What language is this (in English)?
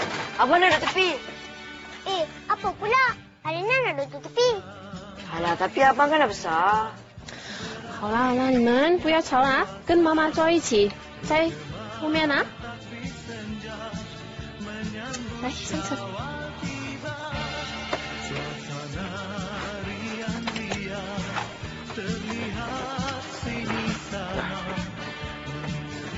Malay